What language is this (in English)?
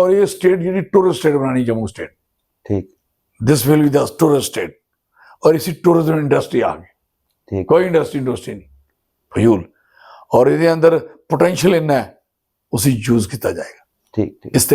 Dogri